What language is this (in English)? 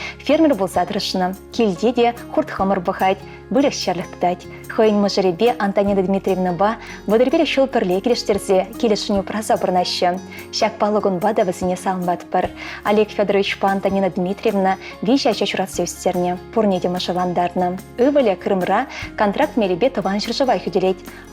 Chuvash